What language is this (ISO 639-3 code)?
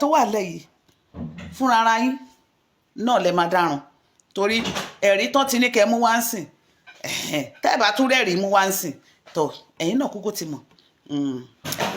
yor